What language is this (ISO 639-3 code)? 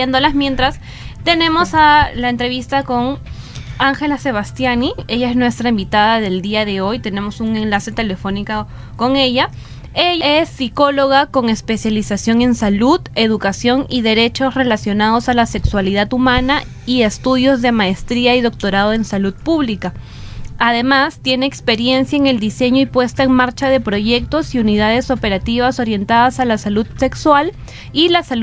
spa